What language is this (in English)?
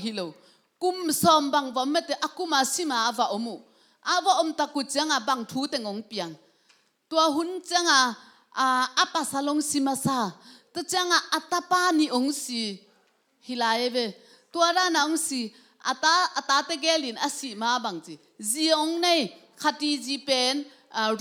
Tedim Chin